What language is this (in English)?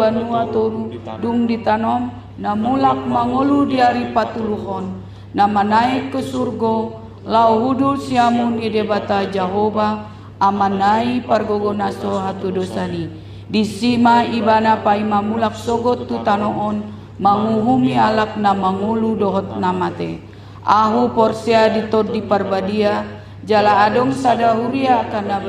Batak Toba